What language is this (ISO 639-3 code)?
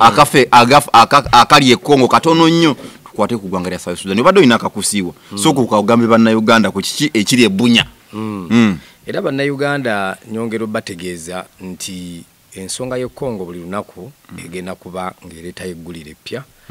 lug